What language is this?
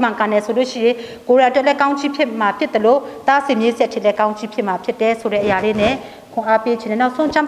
Burmese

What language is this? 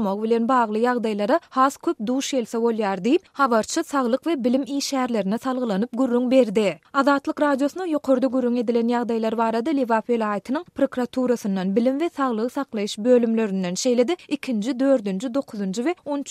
Turkmen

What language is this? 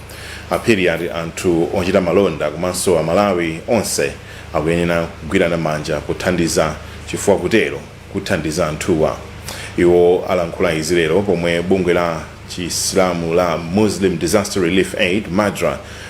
Nyanja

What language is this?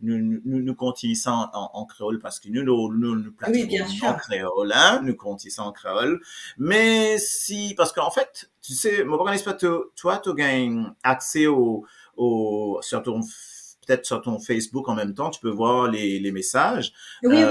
Morisyen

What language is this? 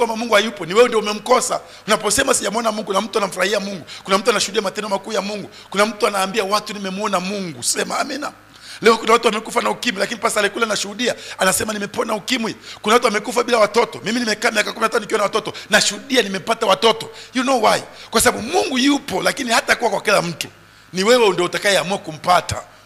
Swahili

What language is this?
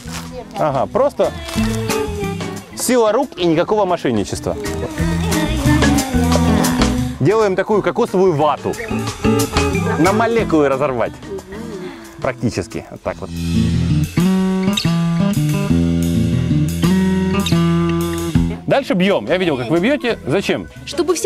Russian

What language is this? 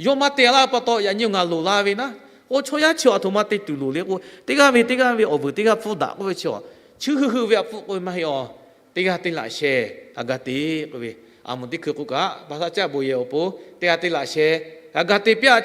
Lahu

